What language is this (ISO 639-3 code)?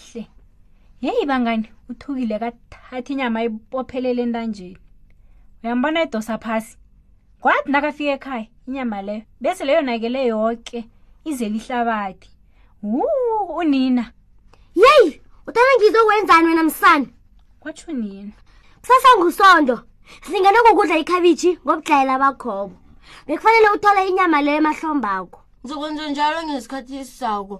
nbl